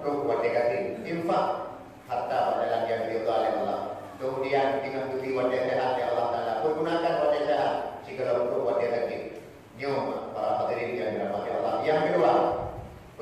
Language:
Achinese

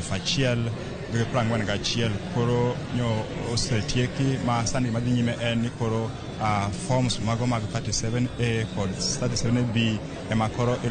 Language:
Luo (Kenya and Tanzania)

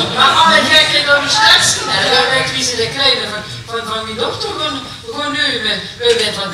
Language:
Limburgish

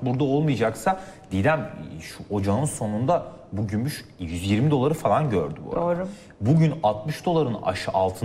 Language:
Turkish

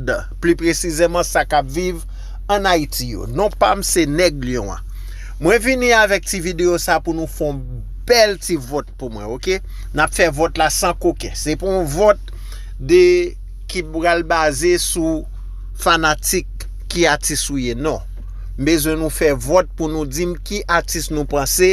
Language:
Haitian Creole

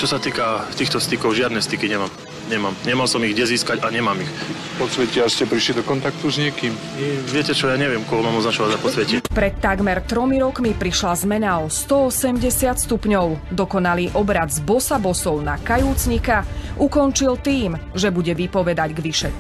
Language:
Slovak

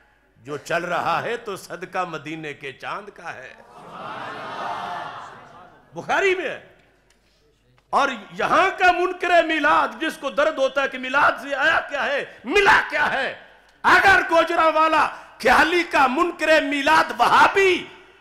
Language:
Urdu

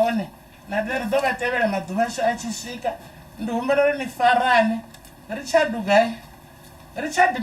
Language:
Venda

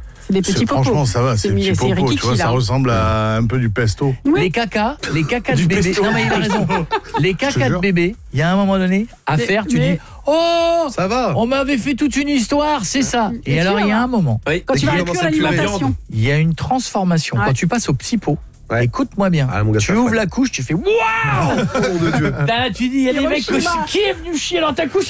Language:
French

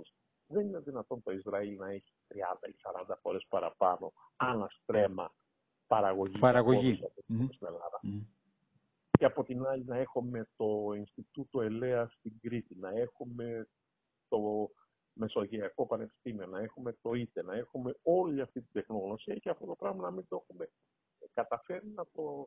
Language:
Greek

